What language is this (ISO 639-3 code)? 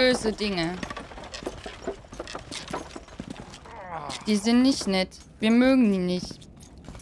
deu